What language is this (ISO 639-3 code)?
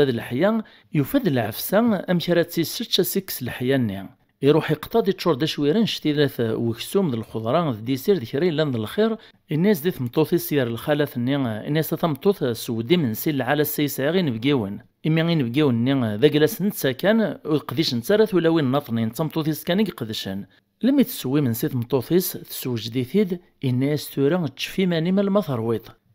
kab